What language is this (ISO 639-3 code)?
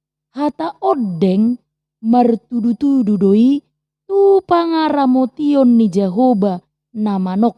bbc